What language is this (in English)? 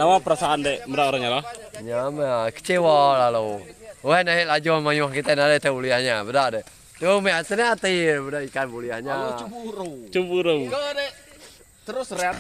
Iban